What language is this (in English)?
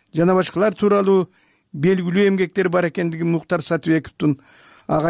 Kyrgyz